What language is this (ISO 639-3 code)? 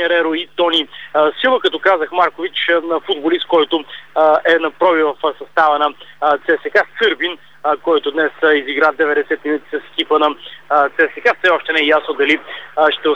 bul